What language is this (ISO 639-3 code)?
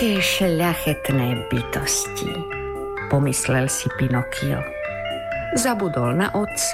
slk